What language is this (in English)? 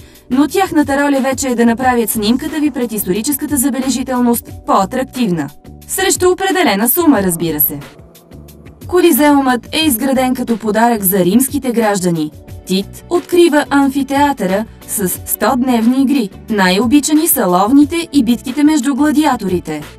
Bulgarian